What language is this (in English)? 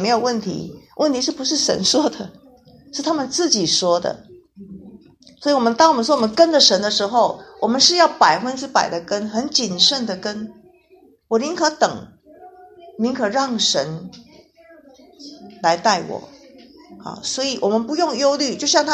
Chinese